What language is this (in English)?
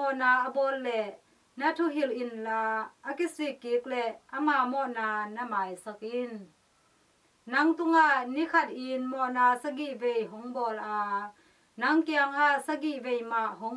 Tedim Chin